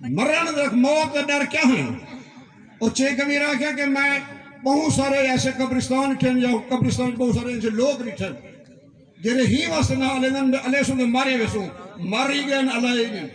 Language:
Saraiki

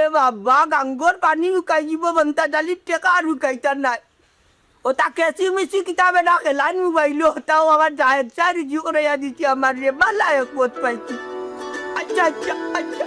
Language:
Sylheti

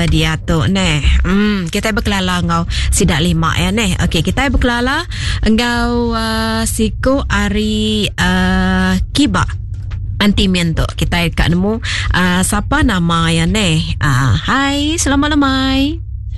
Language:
Iban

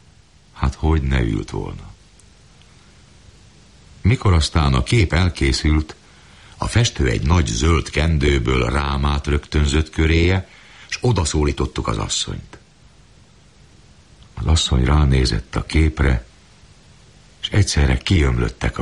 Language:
Hungarian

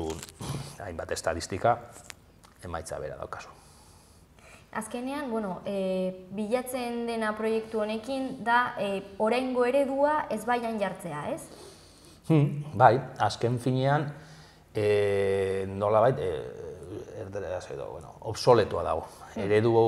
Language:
Basque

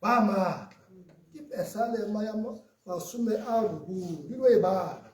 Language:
Tswana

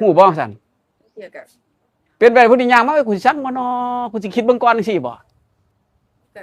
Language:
Northeastern Thai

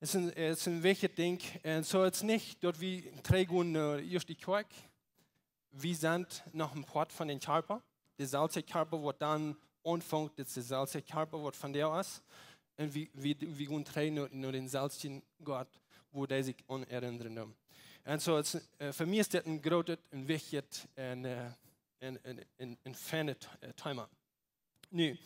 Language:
Plautdietsch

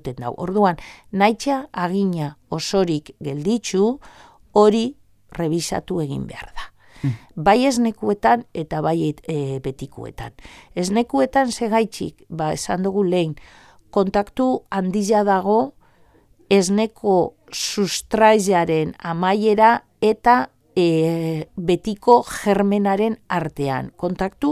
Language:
Basque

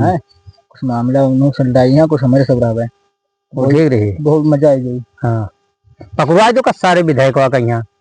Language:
Awadhi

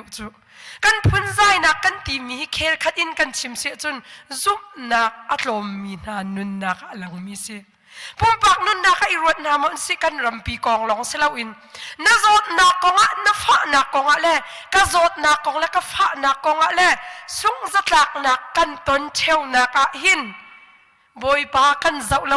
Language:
Hakha Chin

